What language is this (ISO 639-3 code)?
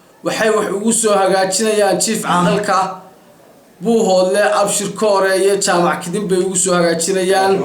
som